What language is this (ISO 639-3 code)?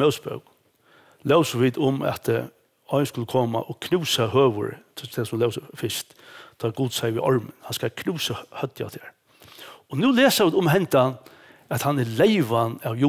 fao